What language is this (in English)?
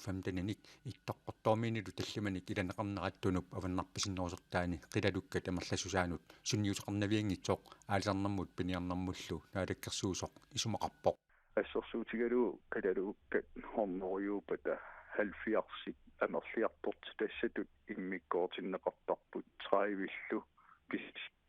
Kalaallisut